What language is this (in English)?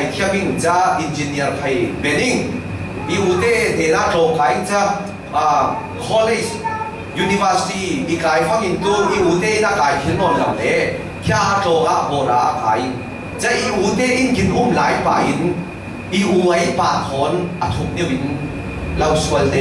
Falam Chin